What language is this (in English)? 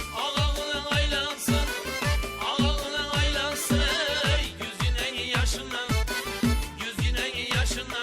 Kara-Kalpak